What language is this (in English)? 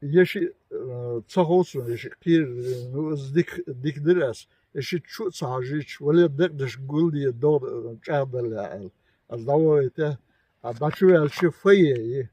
Chechen